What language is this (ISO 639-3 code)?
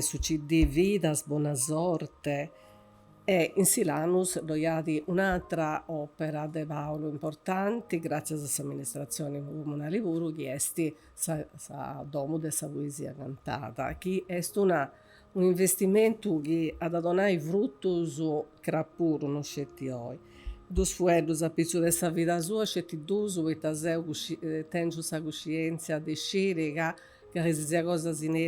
srd